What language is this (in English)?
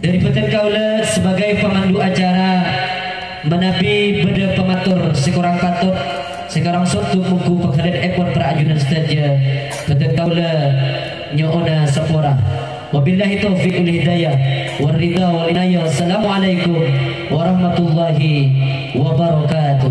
Madurese